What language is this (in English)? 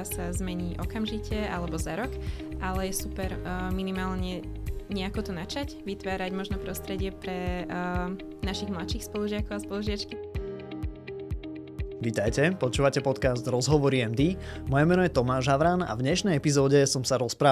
Slovak